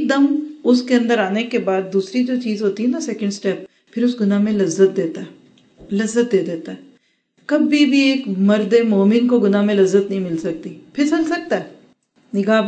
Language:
Urdu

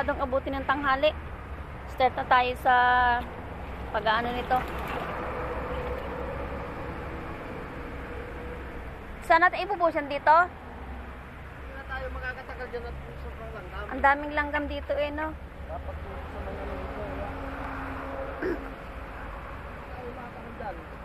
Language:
Filipino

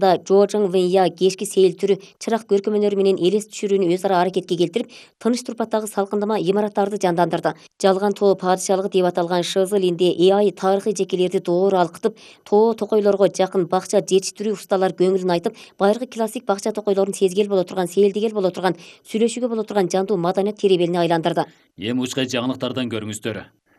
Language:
Kyrgyz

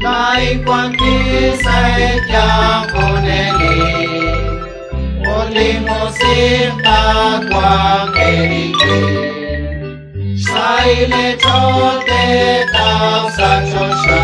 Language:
Kekchí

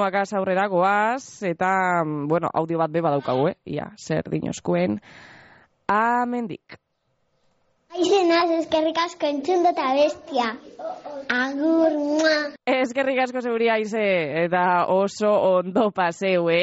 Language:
Basque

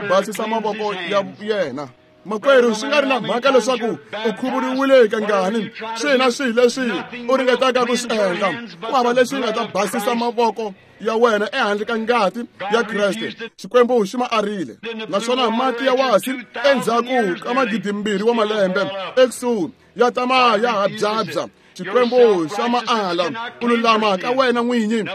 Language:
Tsonga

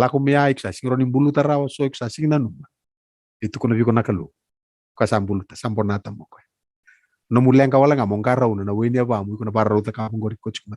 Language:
Fijian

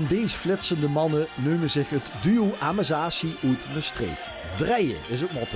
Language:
Limburgish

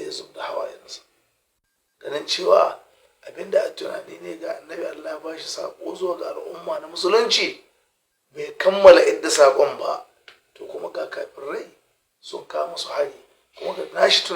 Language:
Hausa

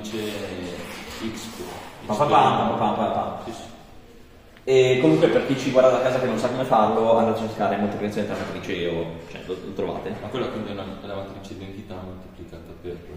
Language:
Italian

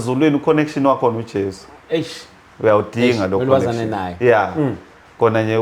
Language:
Zulu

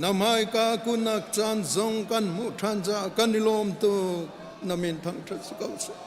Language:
Hakha Chin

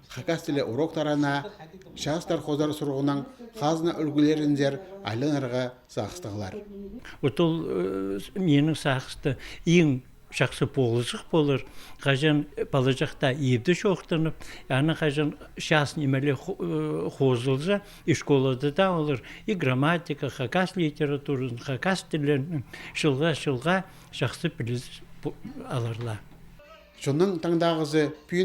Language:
Khakas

